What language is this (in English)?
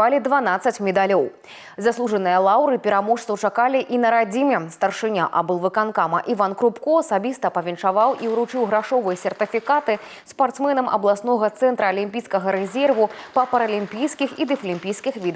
Belarusian